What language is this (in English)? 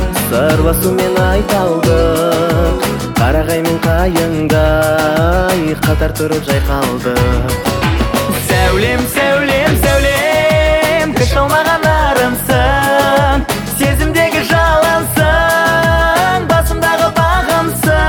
Kazakh